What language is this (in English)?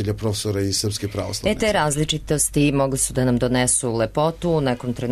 Serbian